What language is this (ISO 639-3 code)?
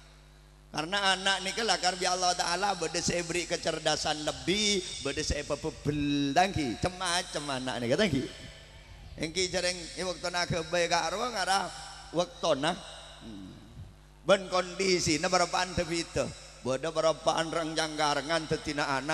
mad